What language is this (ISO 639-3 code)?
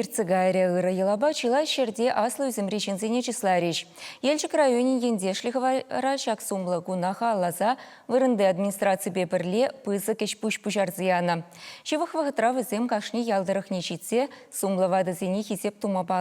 chv